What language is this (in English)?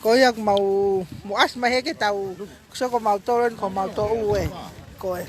Tongan